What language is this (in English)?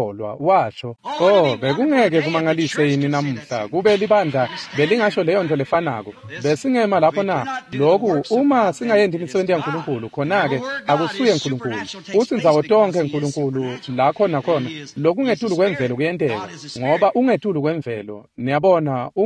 Swati